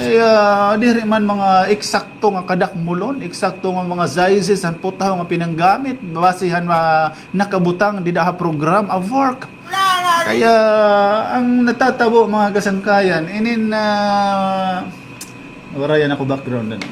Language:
Waray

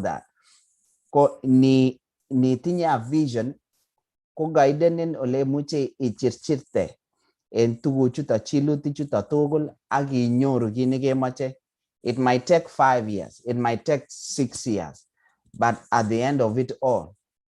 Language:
Kalenjin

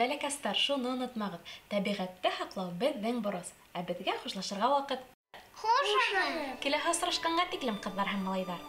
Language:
Bashkir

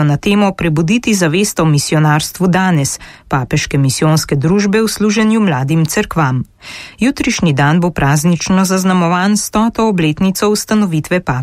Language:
Slovenian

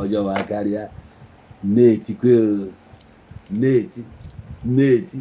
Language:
Igbo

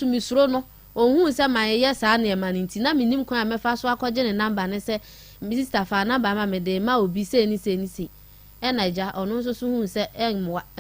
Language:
Akan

